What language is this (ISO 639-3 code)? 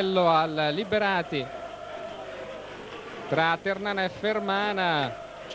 ita